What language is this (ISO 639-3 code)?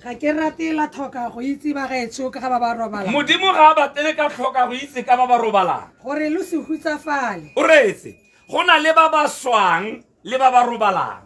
tsn